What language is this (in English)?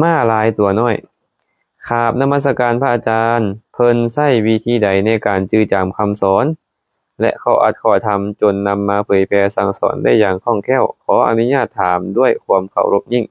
Lao